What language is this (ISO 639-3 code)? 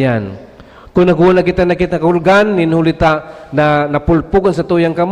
bik